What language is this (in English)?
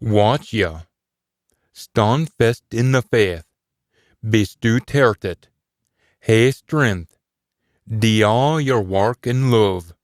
Scots